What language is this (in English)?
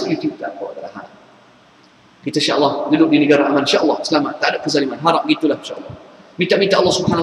Malay